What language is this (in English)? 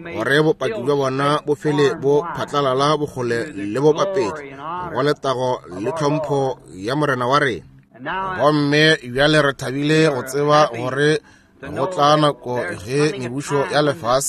Northern Sotho